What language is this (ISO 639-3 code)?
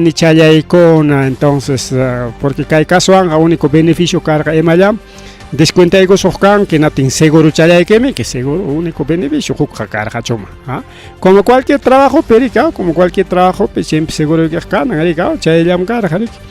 quy